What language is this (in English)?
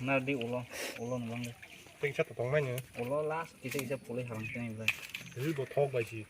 Kok Borok